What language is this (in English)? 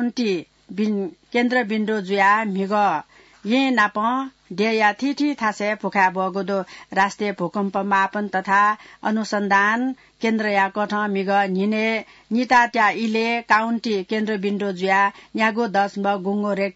Newari